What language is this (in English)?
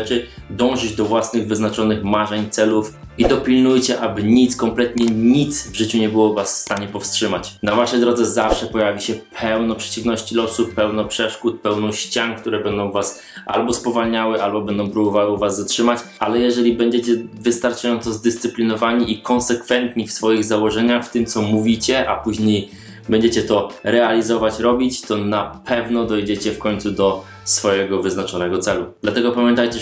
Polish